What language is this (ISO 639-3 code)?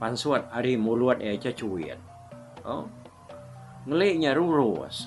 iba